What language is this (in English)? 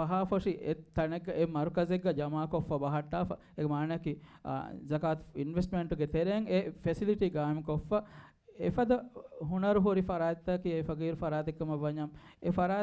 Divehi